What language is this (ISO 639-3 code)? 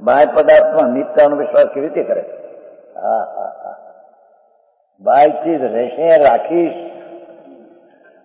guj